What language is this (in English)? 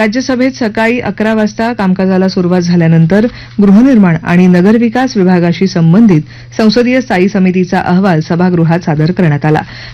Marathi